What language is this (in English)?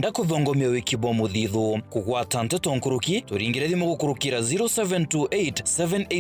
Meru